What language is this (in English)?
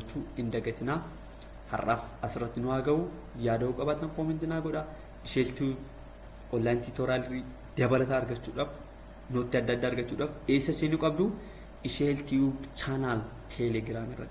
Oromo